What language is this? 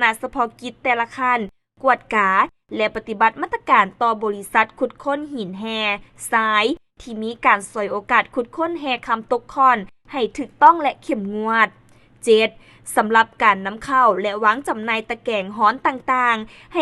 Lao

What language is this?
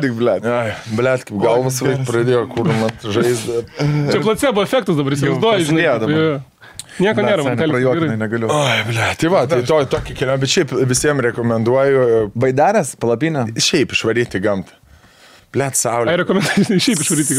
Lithuanian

